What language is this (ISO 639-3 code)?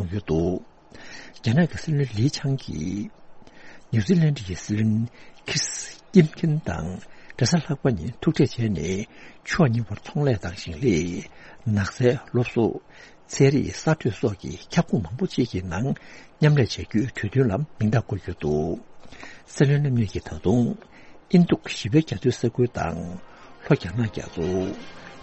bod